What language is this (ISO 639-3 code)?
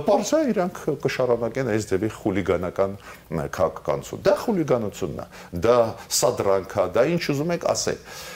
hye